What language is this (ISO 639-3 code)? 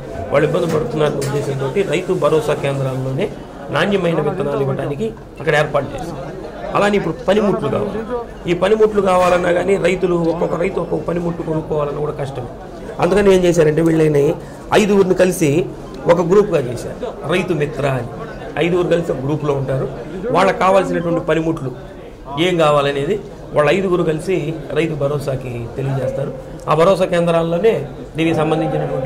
tel